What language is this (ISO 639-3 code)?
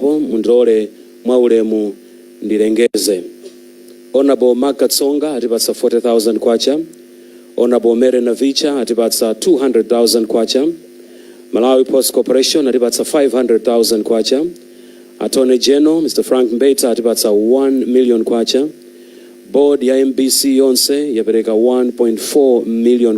nya